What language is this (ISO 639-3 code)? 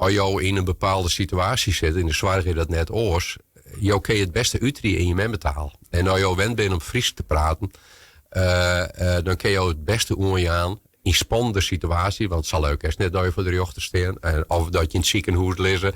fry